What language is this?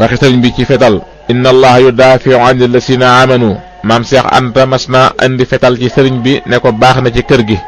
Wolof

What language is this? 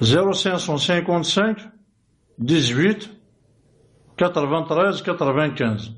Kabyle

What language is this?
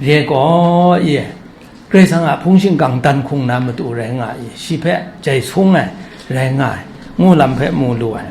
Kachin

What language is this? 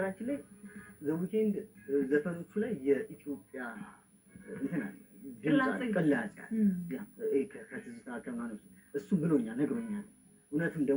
Amharic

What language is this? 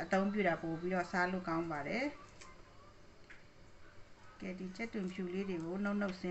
Burmese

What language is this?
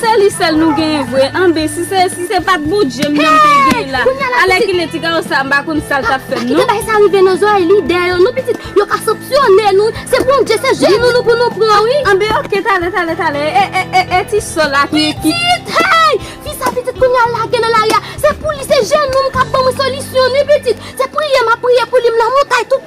Haitian Creole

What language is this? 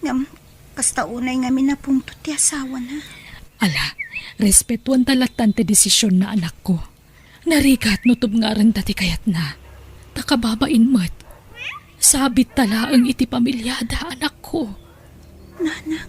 Iloko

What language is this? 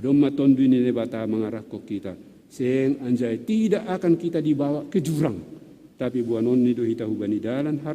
Batak Simalungun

